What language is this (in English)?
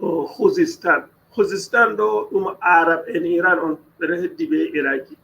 Fula